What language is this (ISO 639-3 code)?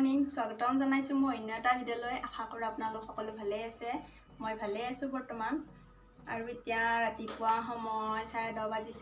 asm